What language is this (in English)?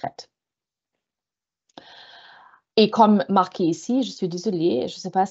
French